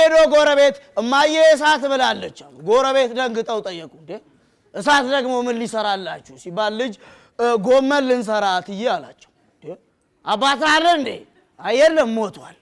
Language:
Amharic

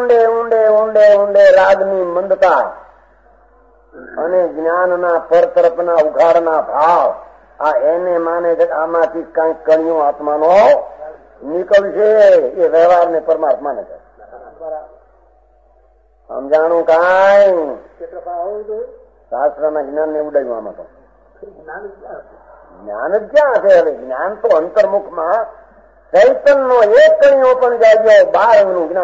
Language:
Gujarati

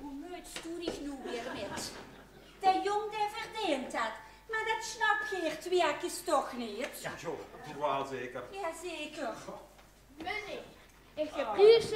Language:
Limburgish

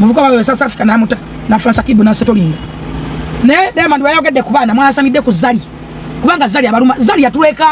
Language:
Ganda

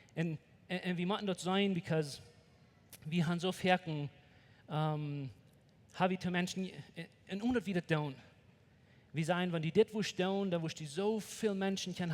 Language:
Plautdietsch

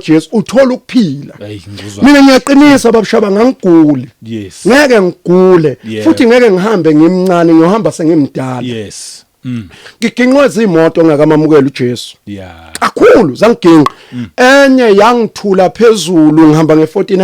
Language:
Zulu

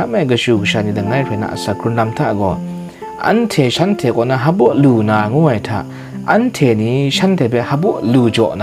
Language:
Kachin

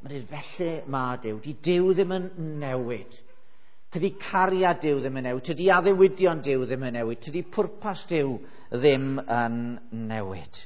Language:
Welsh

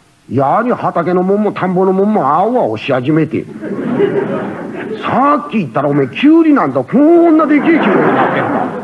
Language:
Japanese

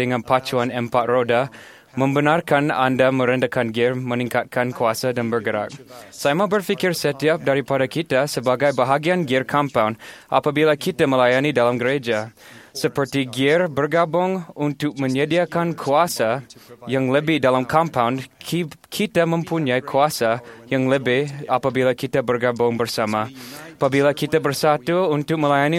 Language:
Malay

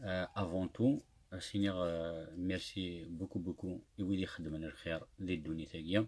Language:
Kabyle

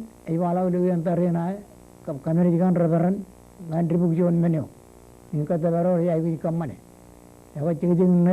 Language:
Marshallese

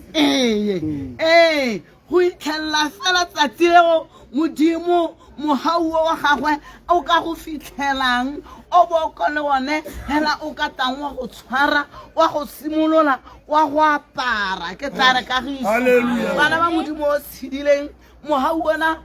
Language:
Tswana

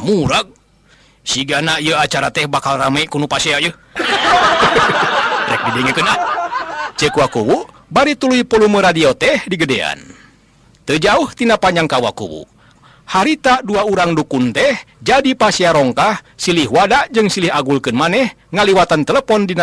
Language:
Sundanese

